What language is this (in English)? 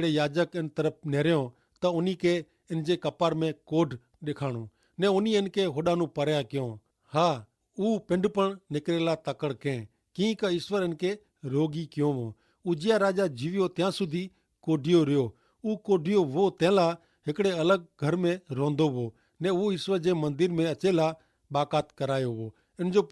Kachhi